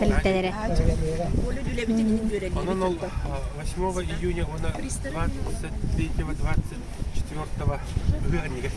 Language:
Yakut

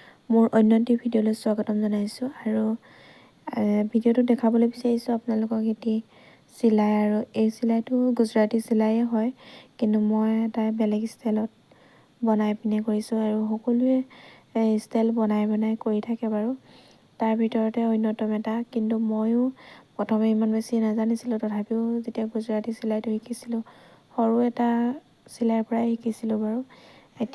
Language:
Assamese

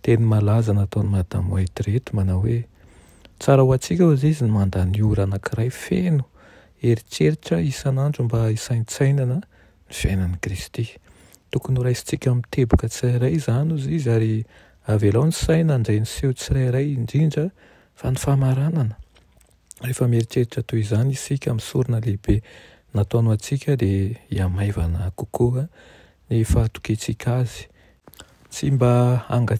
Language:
Malagasy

